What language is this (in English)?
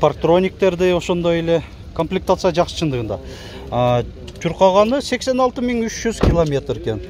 Kyrgyz